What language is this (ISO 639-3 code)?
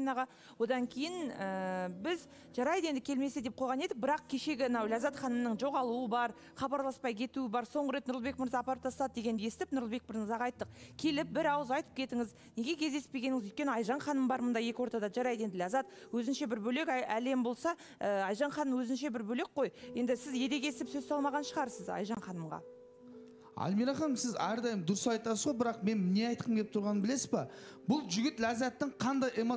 kaz